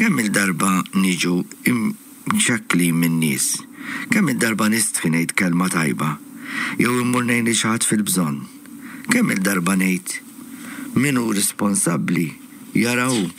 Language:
Maltese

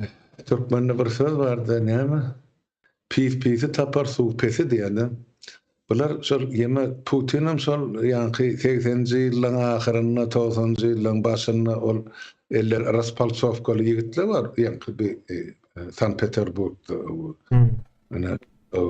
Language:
Turkmen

